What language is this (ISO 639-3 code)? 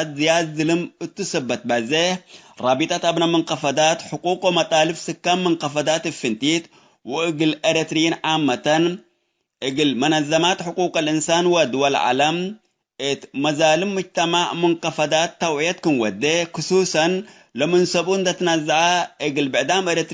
tig